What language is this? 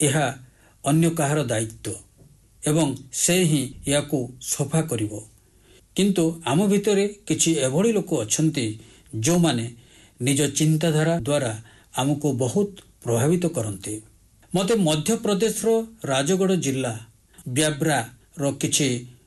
Odia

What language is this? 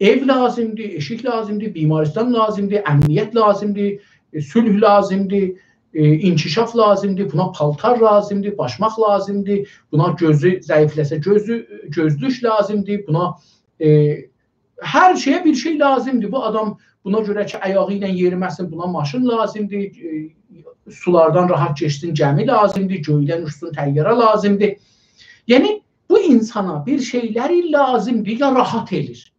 South Azerbaijani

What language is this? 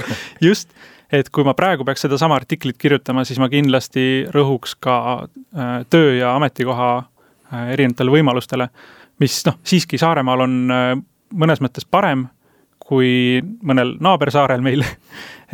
Estonian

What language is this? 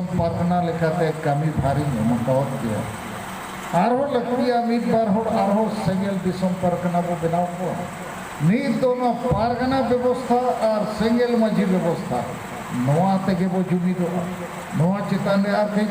Santali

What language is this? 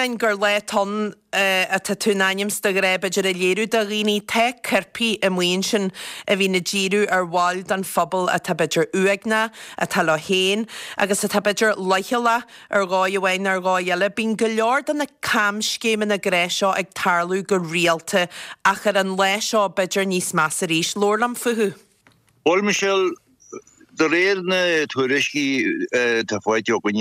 Irish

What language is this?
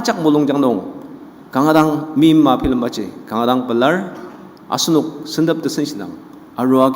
Ao Naga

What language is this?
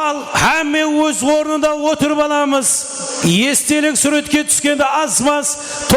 Kara-Kalpak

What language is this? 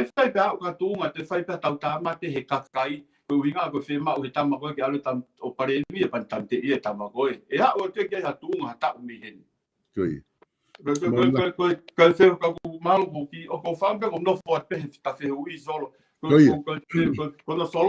Tongan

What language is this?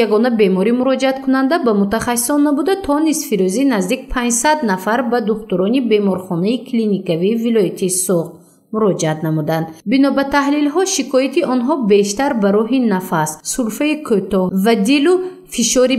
Tajik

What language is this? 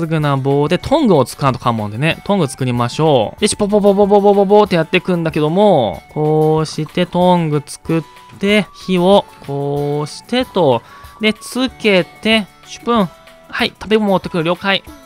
Japanese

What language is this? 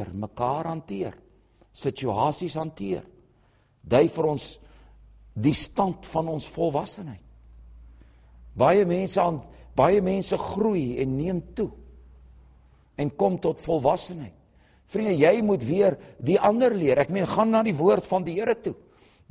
Afrikaans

